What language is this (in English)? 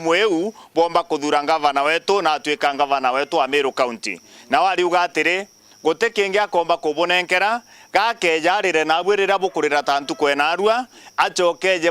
Meru